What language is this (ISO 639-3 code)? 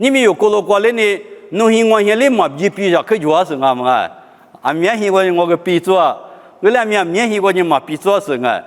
lis